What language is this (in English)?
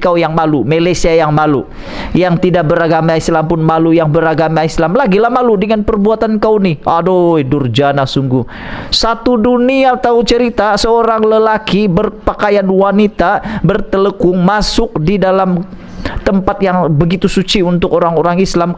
Malay